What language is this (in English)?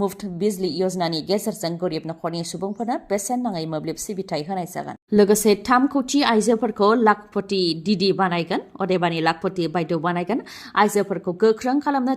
Bodo